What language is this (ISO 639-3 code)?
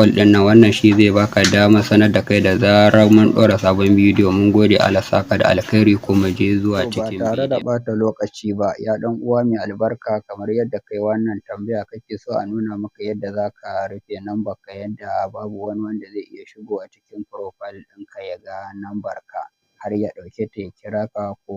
hau